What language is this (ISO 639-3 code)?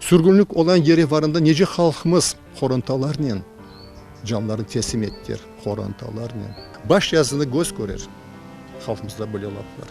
crh